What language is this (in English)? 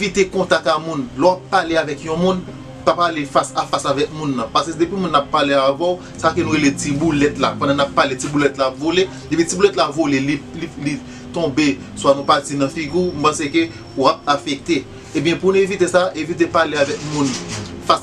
Haitian Creole